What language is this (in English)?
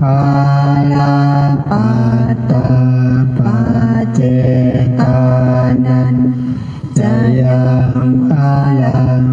Pali